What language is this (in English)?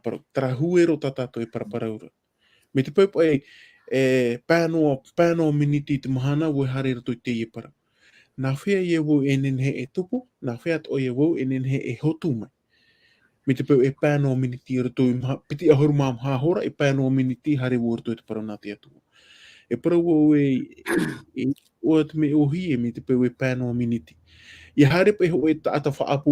Tahitian